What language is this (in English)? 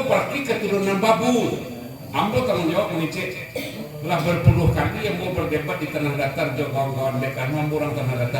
Minangkabau